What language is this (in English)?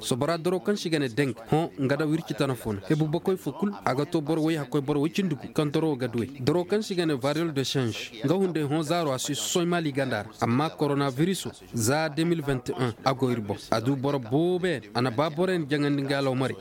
Koyraboro Senni